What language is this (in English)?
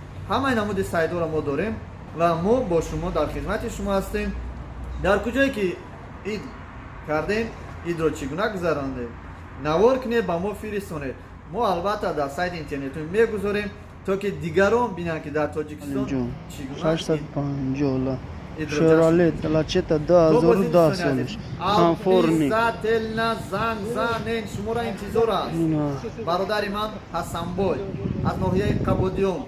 Tajik